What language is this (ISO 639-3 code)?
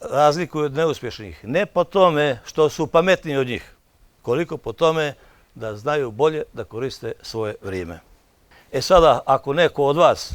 bos